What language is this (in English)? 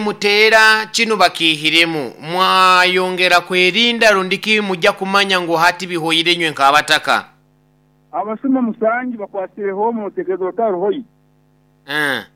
Nyoro